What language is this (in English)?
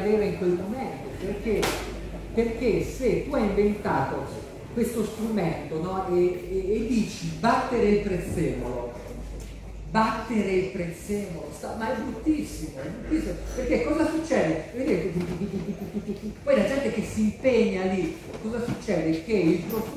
Italian